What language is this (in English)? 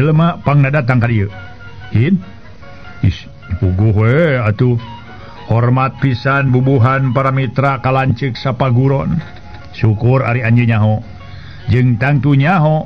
Sundanese